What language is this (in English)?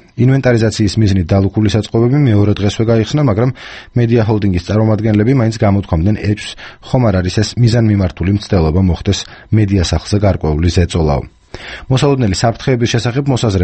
Georgian